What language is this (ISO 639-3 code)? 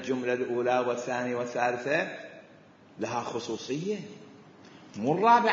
acm